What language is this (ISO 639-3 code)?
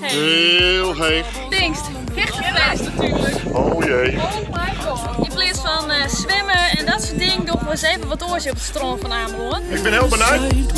fry